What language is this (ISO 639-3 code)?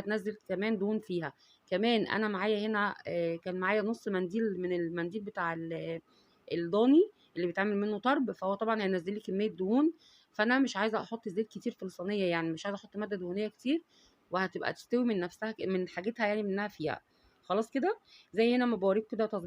arz